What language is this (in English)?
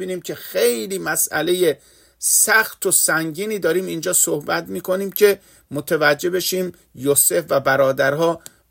Persian